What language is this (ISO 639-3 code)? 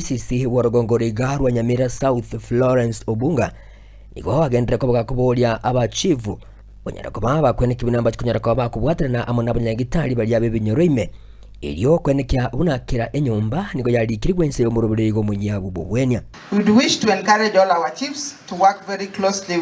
guz